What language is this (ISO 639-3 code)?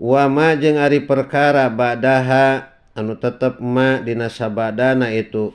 sun